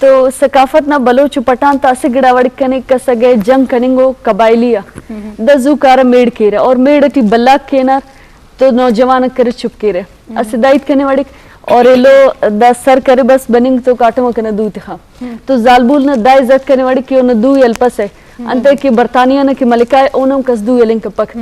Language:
Eastern Balochi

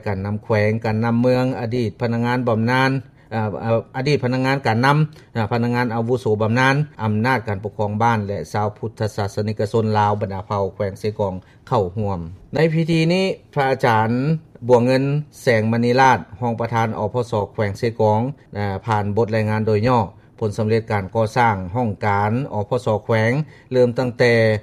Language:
Lao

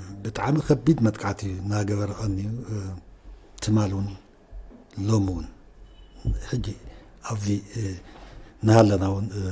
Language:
Tigrinya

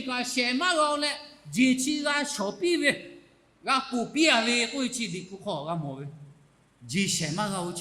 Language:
Lahu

